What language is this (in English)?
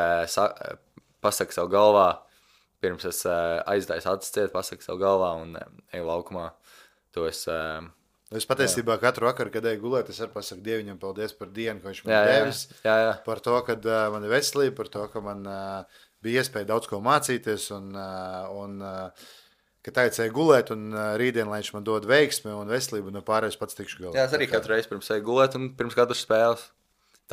Latvian